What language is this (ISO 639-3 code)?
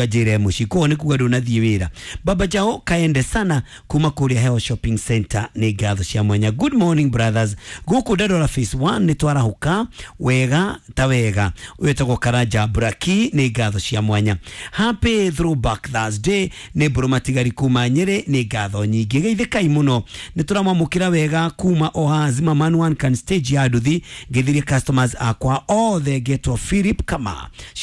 kik